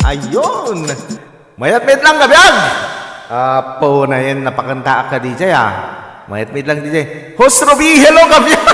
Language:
Iloko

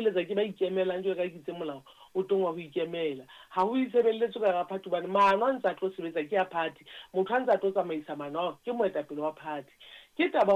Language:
Southern Sotho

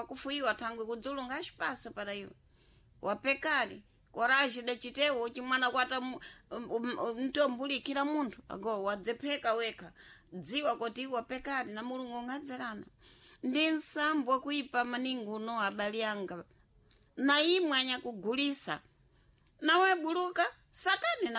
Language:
Sena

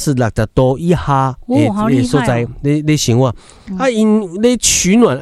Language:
Min Nan Chinese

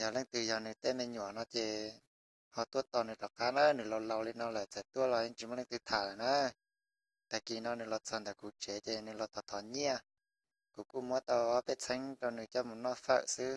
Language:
Hmong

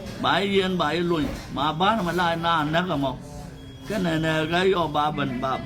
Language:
Nuer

